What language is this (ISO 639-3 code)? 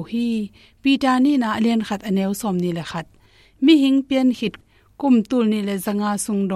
ctd